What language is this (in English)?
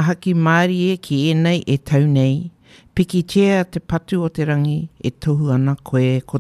Māori